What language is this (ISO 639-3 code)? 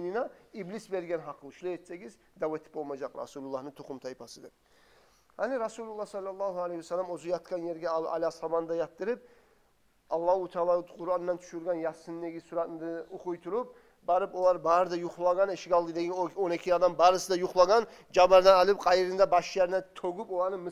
kum